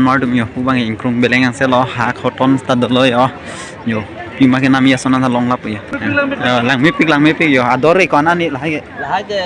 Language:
Karbi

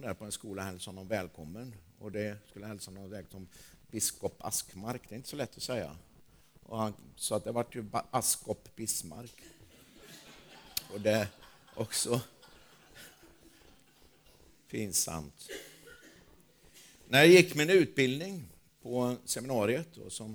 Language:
Swedish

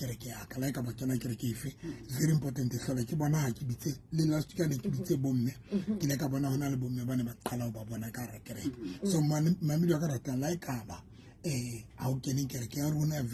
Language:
Southern Sotho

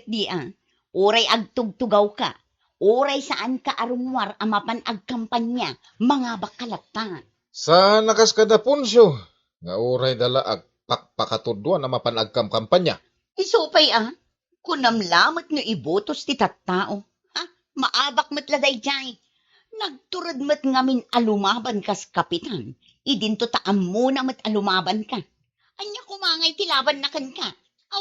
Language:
Iloko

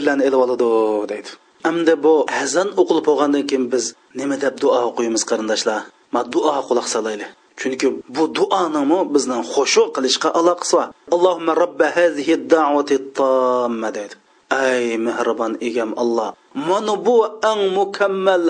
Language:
Uyghur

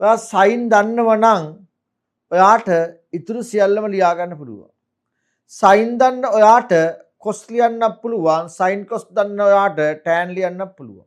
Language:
Sinhala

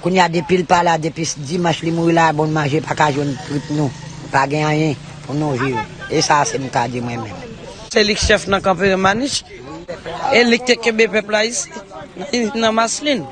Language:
Haitian Creole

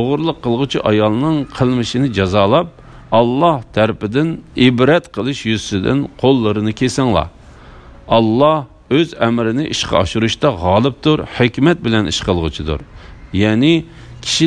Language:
Uyghur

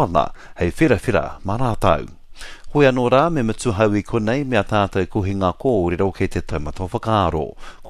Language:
Māori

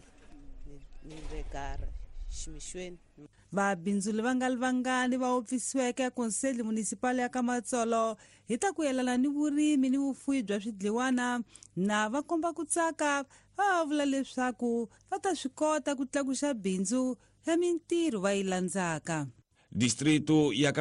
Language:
Tsonga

